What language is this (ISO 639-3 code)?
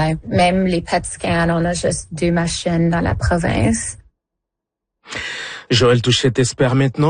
fra